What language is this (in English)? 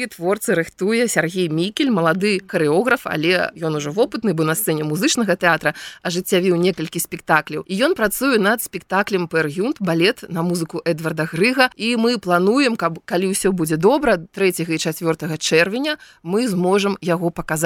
Belarusian